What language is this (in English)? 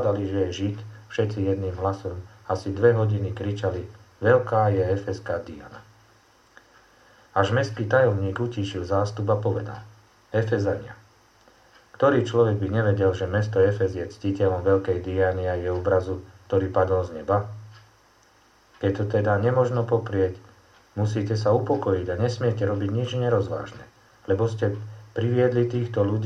Slovak